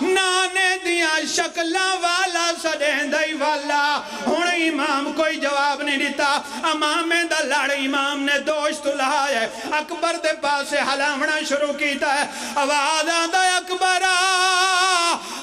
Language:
Pahari-Potwari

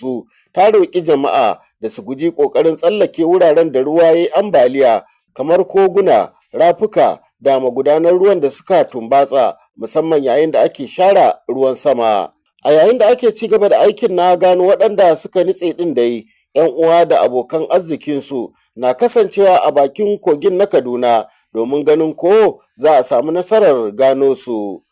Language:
Hausa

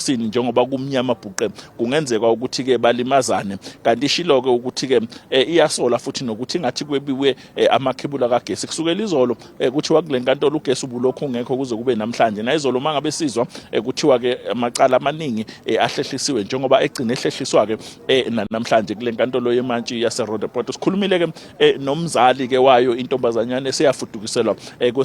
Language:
Zulu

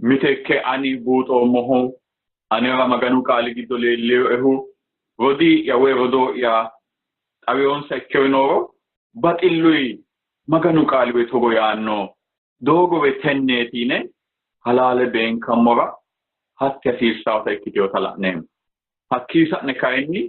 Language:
Sidamo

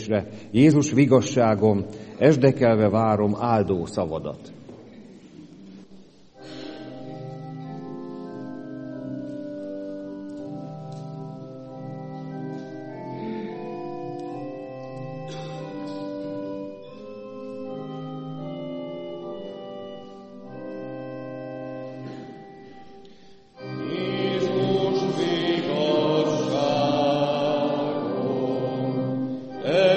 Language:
Hungarian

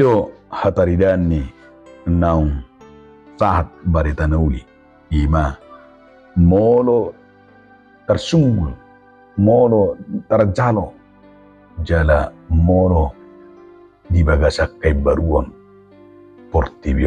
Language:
Batak Toba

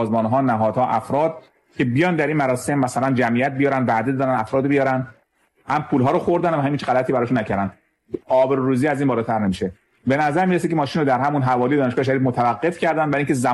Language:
Persian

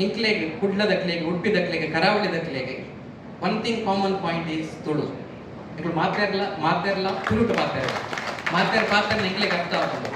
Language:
Tulu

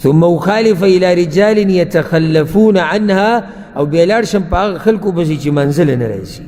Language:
Pashto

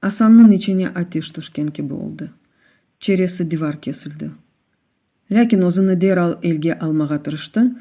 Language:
Crimean Tatar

